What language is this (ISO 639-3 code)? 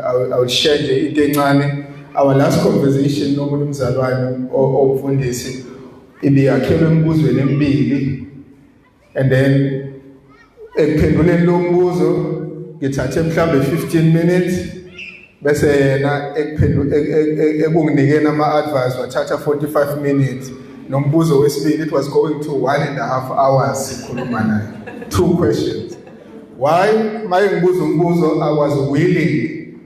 zul